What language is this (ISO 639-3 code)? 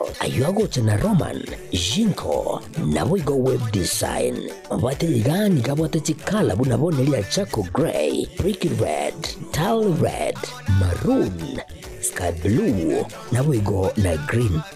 guz